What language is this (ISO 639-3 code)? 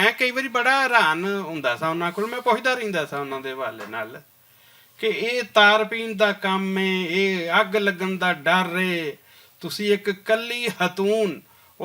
lah